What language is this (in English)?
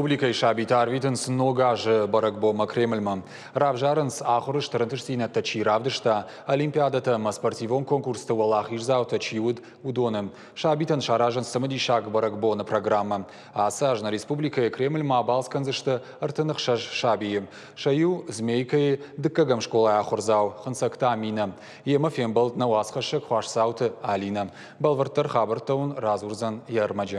Ossetic